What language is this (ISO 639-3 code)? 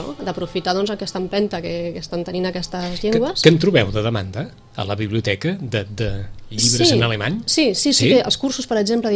cat